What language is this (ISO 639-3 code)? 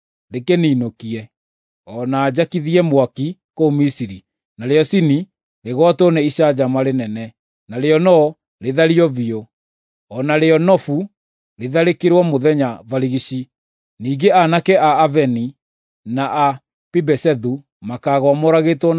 kik